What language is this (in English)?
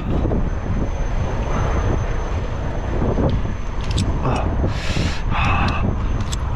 Filipino